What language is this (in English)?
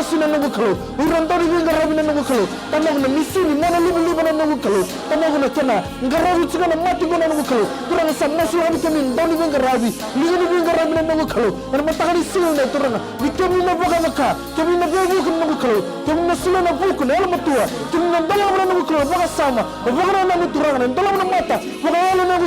Fijian